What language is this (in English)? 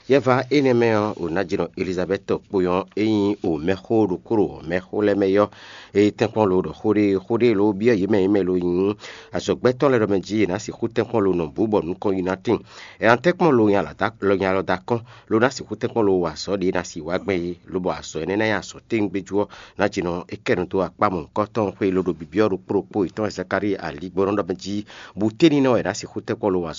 Fon